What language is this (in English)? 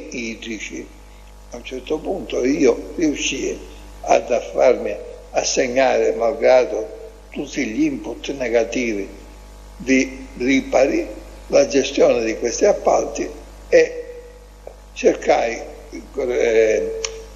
Italian